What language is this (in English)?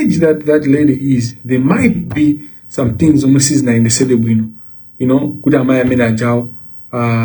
Nyanja